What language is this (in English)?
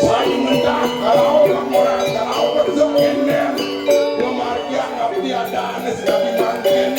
Balinese